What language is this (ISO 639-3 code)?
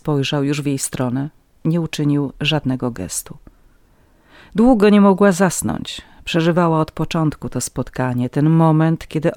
pol